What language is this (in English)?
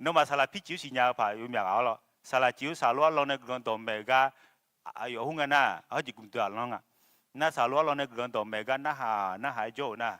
Akha